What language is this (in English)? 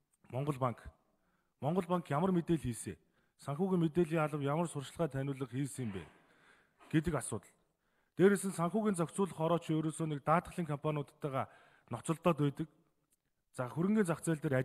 Mongolian